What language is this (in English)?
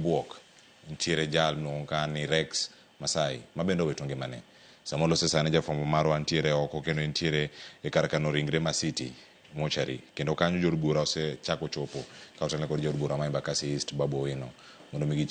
Luo (Kenya and Tanzania)